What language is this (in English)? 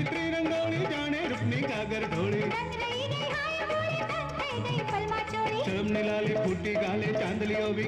Gujarati